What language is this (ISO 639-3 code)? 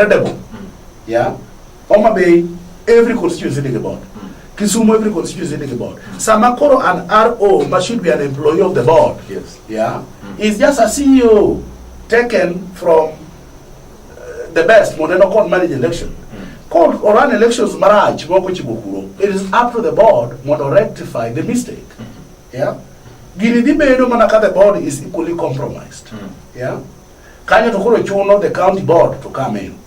luo